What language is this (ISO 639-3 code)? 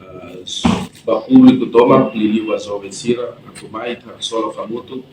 tet